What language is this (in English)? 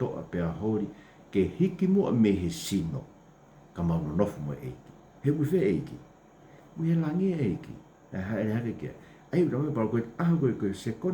Tongan